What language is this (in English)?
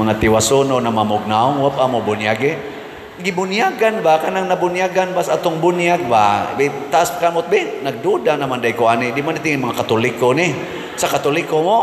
Cebuano